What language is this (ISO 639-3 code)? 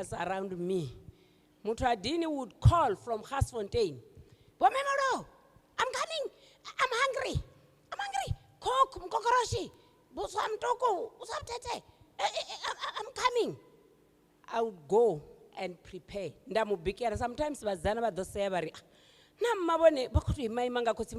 ven